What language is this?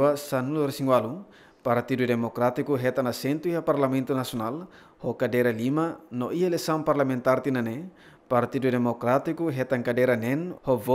Tetum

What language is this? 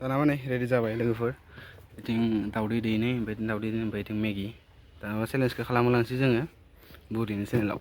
Bodo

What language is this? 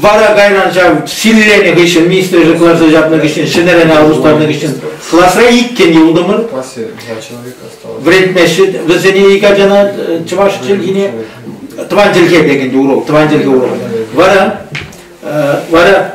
Chuvash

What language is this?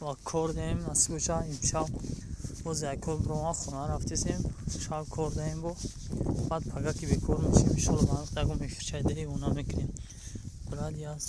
Tajik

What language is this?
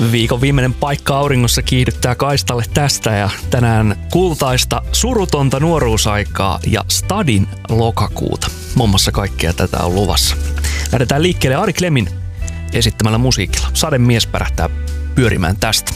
Finnish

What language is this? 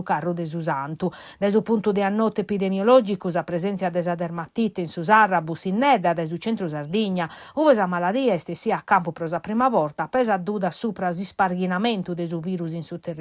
Sardinian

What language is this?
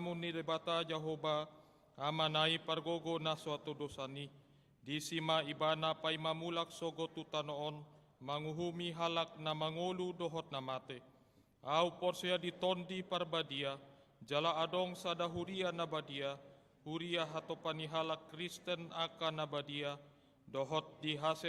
Batak Toba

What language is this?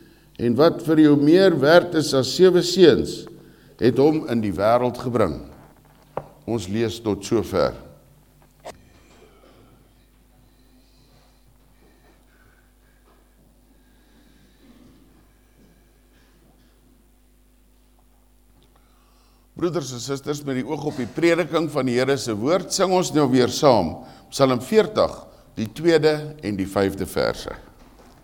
Afrikaans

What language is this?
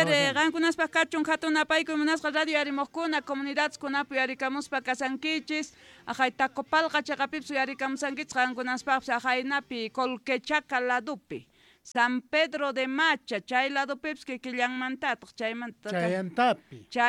South Bolivian Quechua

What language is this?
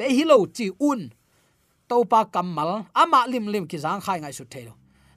Tedim Chin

